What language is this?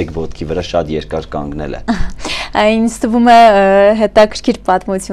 Armenian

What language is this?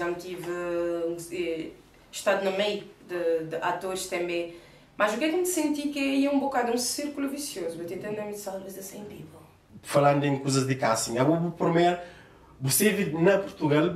Kabuverdianu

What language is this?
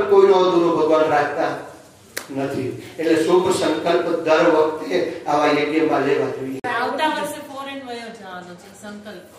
Gujarati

